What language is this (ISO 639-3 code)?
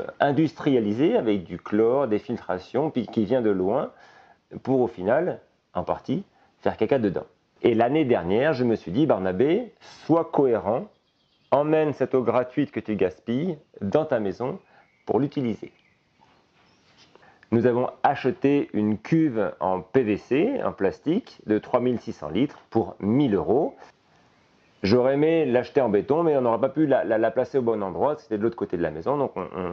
fra